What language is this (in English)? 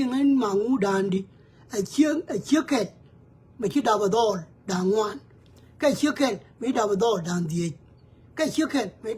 Nuer